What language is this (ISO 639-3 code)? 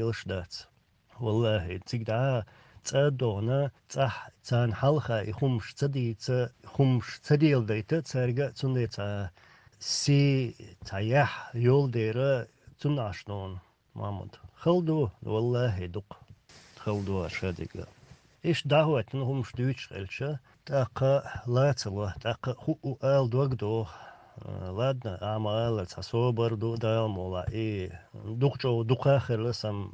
che